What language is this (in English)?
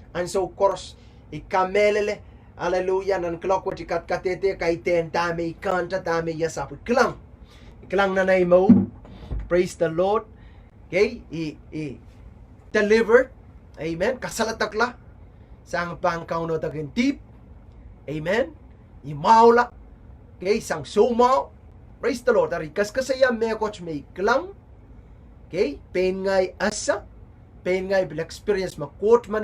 Pohnpeian